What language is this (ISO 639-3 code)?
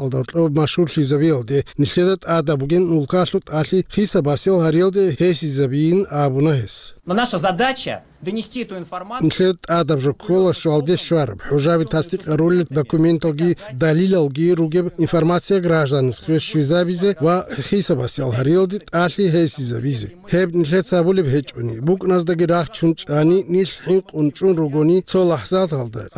ava